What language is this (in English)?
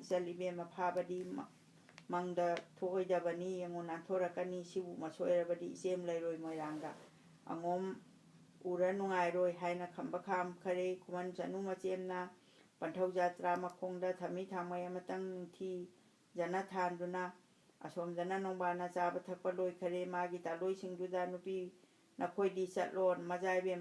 Manipuri